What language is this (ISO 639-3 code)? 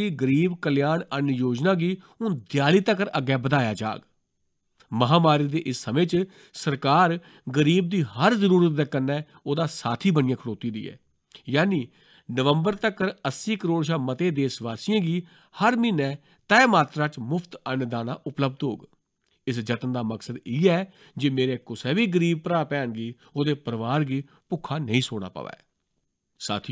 doi